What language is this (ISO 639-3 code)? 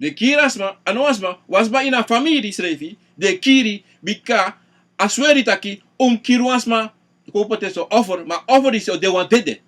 srn